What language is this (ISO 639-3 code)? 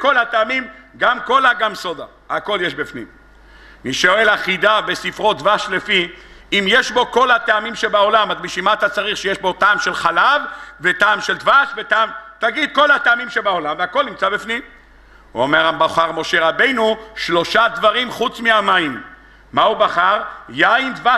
heb